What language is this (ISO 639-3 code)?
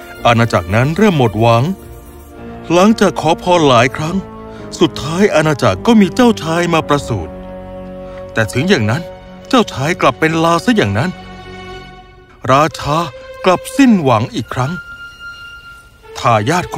tha